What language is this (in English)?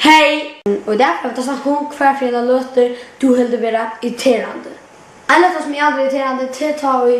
Faroese